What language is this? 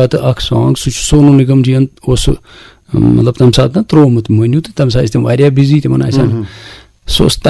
Kashmiri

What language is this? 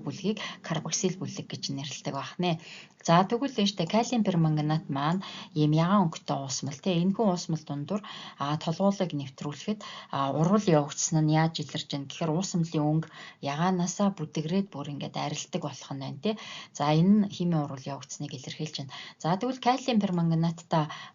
Mongolian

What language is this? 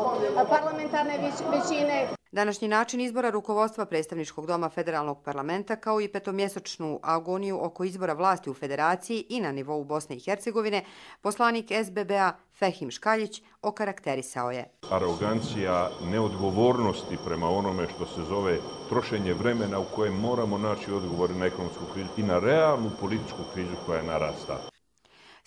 Croatian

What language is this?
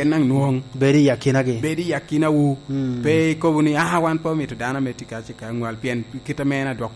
Lango (Uganda)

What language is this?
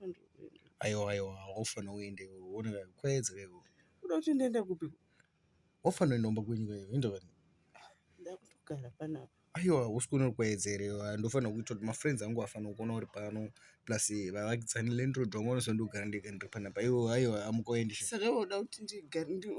Shona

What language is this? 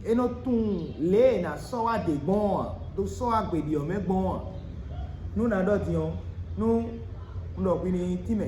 Fon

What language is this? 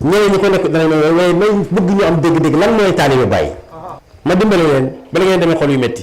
Wolof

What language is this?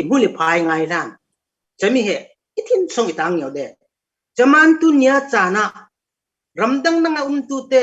Falam Chin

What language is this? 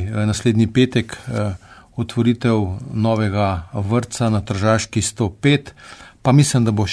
Slovenian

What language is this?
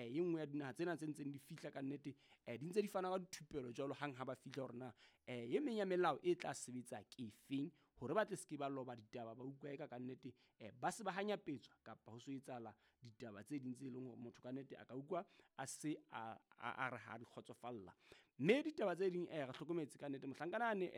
Southern Sotho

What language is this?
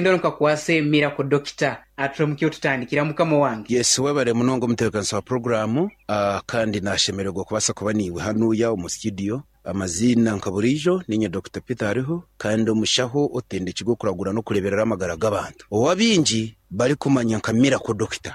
Nyankole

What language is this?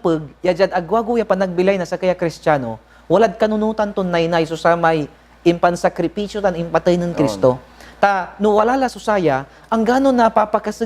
Pangasinan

